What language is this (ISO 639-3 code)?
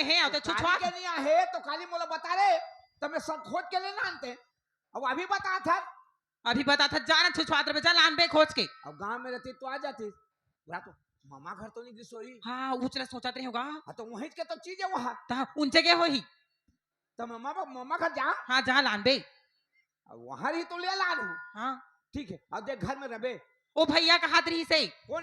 hne